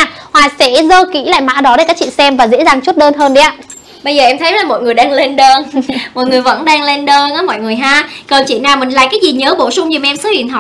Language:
Vietnamese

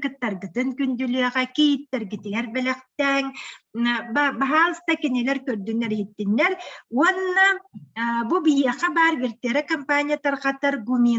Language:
Yakut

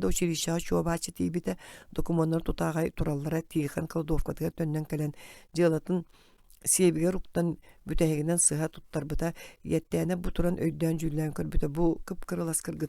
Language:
Yakut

